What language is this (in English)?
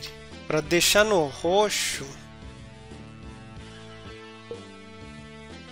Portuguese